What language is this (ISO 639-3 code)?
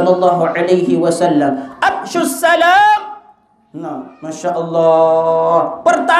sas